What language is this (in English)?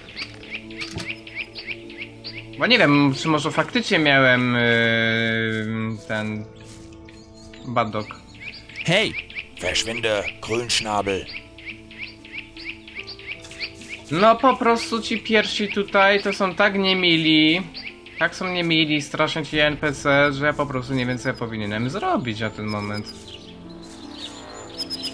Polish